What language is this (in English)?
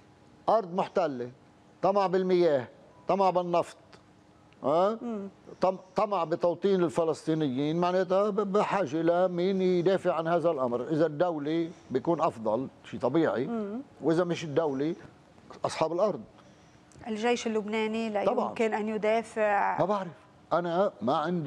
North Levantine Arabic